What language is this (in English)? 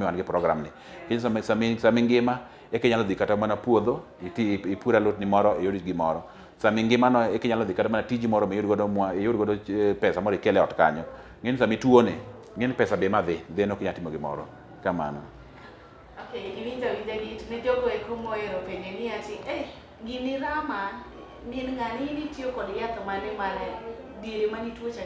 Luo (Kenya and Tanzania)